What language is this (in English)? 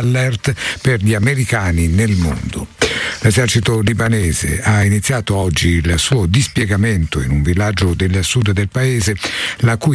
Italian